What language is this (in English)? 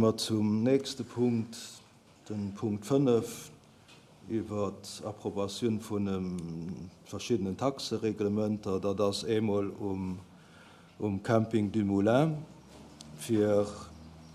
Luxembourgish